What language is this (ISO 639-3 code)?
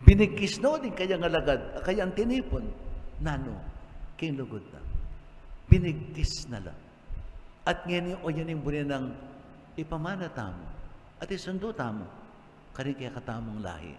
pam